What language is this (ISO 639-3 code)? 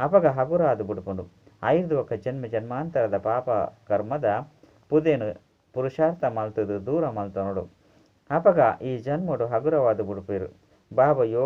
tcy